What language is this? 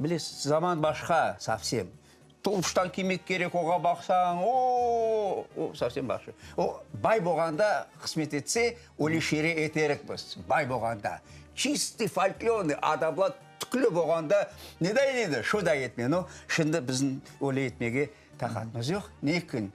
Crimean Tatar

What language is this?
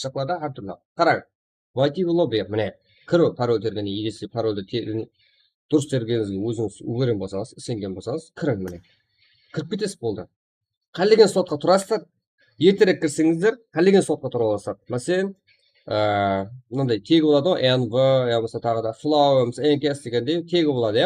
Kara-Kalpak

